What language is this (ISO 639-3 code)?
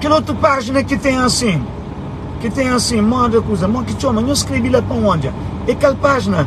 kea